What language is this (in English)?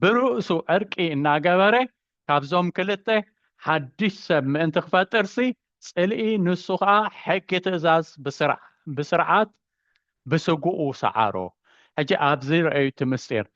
Tigrinya